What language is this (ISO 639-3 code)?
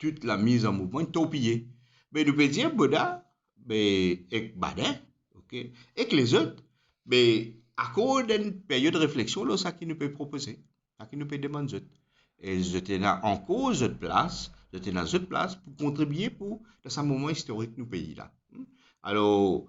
mfe